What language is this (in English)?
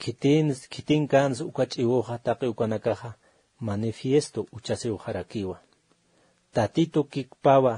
Aymara